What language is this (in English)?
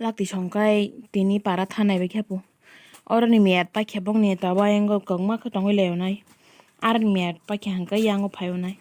Kok Borok